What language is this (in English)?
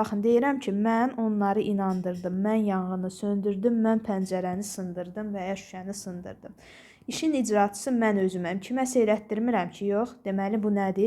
Azerbaijani